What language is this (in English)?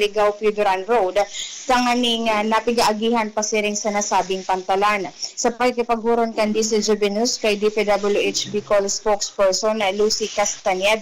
Bikol